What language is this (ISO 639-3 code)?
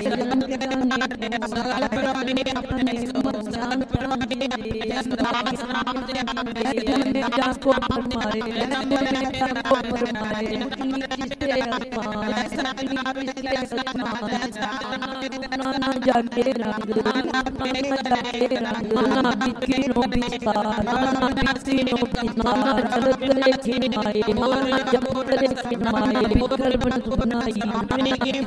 hin